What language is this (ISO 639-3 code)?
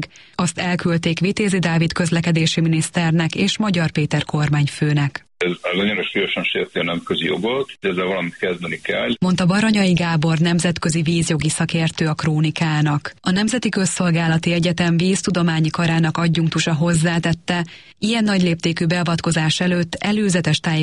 hun